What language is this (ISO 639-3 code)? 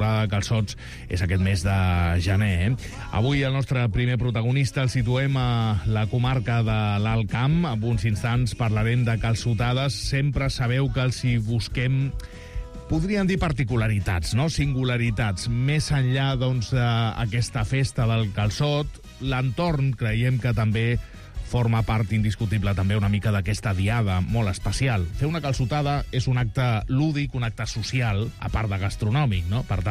cat